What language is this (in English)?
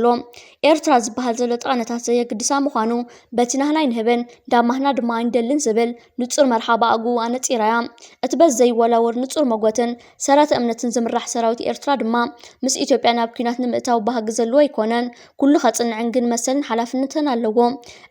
Tigrinya